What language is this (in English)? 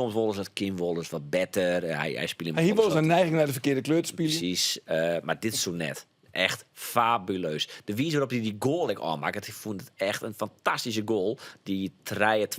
Western Frisian